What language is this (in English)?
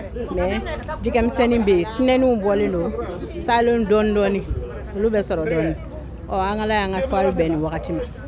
Bambara